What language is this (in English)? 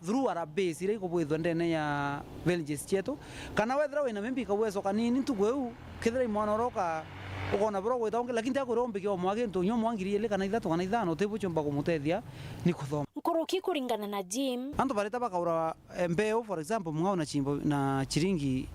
Meru